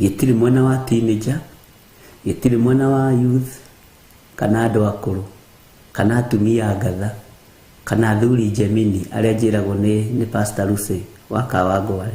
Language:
Kikuyu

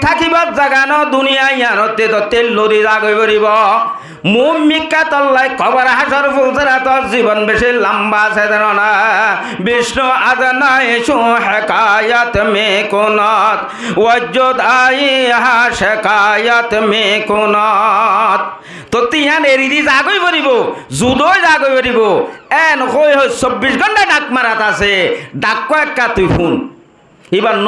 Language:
Rohingya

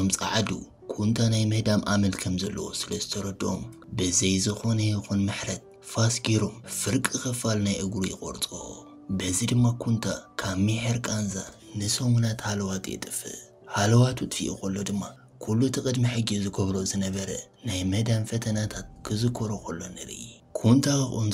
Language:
Tigrinya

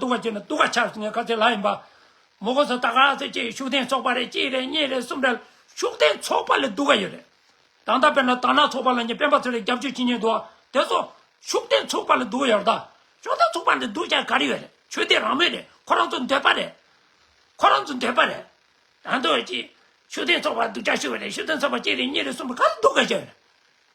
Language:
Tibetan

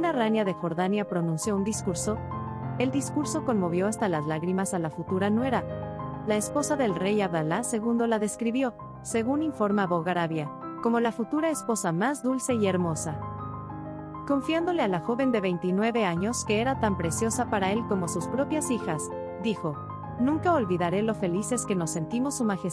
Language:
Spanish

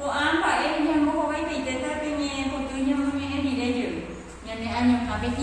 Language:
Guarani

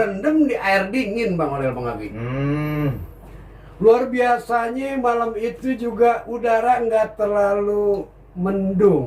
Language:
Betawi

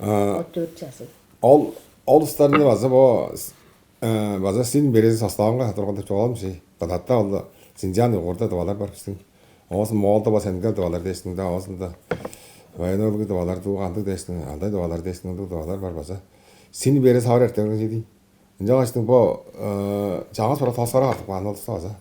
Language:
Tuvinian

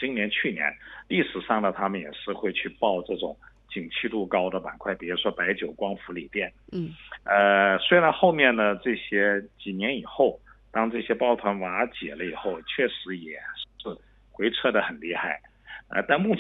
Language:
Chinese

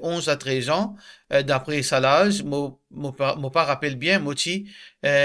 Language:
Morisyen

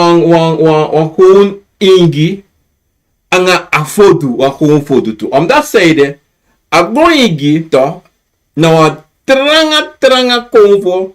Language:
Sranan Tongo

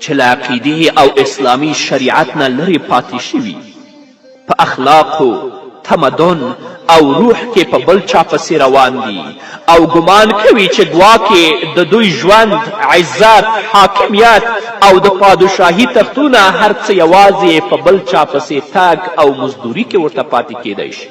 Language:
Pashto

